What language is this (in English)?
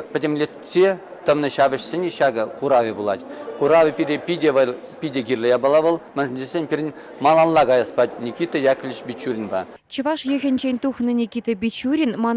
Chuvash